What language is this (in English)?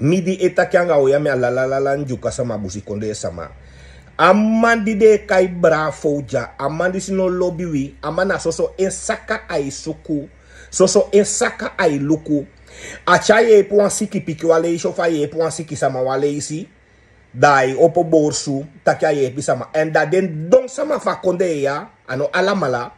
Sranan Tongo